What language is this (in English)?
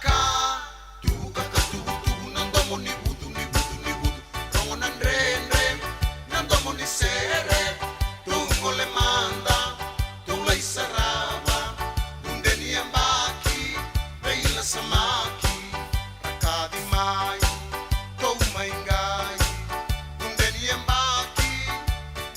Fijian